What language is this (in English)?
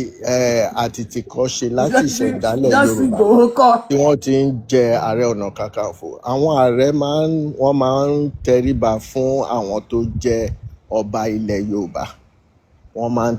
Yoruba